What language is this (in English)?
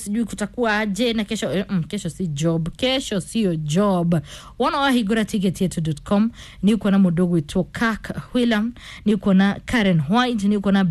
Kikuyu